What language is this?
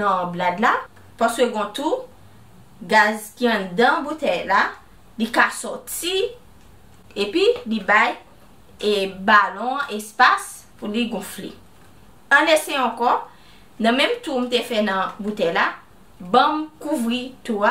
Haitian Creole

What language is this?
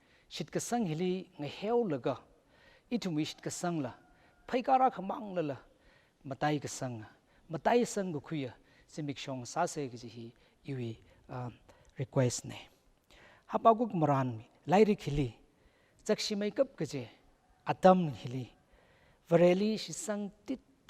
Tangkhul Naga (India)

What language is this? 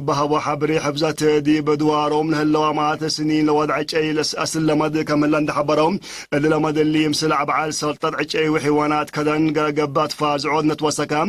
Tigre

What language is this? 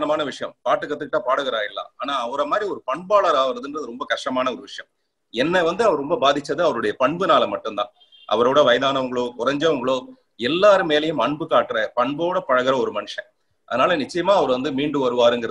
Tamil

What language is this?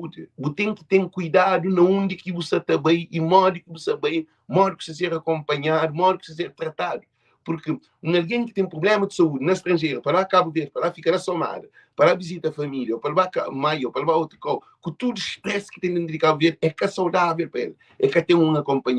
Kabuverdianu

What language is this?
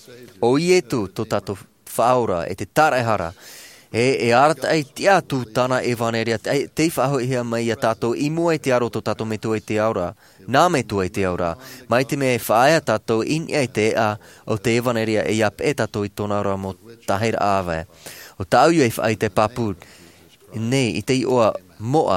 Tahitian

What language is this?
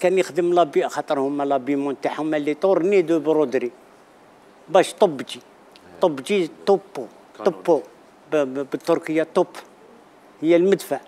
Algerian Arabic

